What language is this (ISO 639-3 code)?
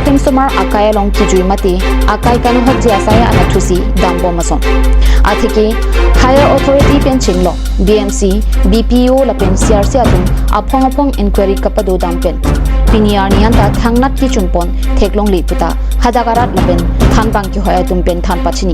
mjw